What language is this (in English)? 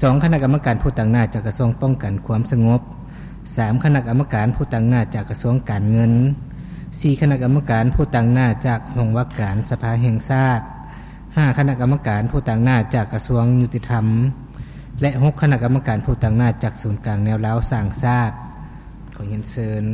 Lao